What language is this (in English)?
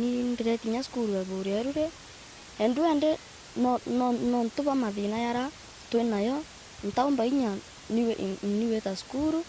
Meru